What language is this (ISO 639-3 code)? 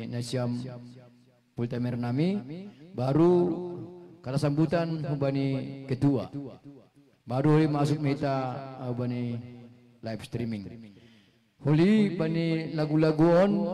bts